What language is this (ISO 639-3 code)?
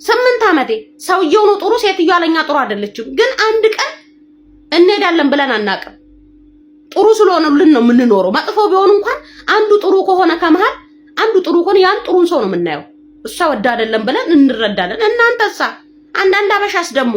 amh